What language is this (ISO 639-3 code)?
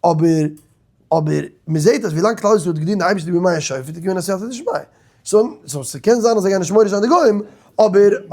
yid